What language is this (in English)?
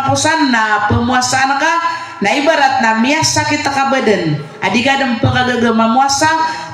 Maranao